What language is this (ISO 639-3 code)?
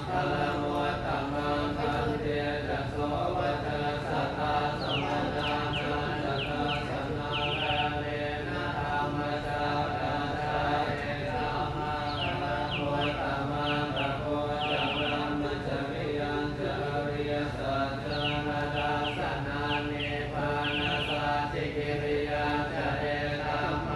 pli